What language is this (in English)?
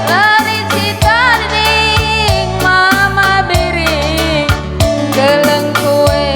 Batak Karo